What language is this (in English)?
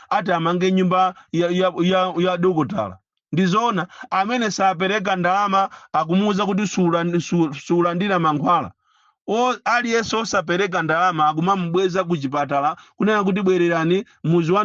Nyanja